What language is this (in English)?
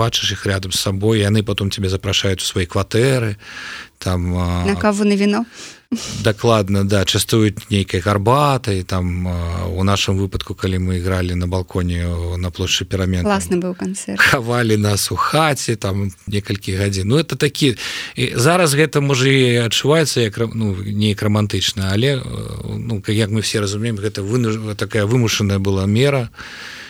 Belarusian